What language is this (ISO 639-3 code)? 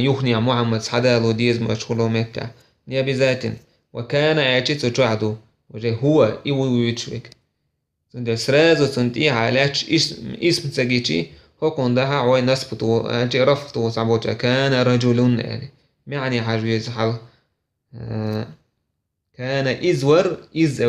che